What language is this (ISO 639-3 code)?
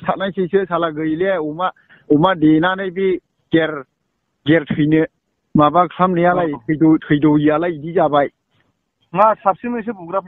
brx